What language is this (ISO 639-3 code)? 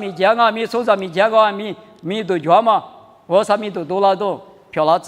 lis